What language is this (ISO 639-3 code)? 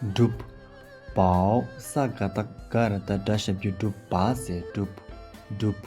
bod